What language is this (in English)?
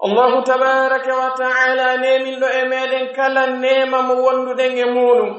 Pular